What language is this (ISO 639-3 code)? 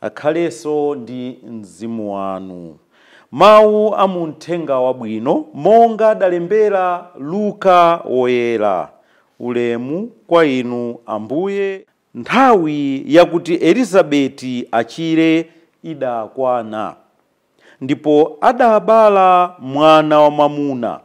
nya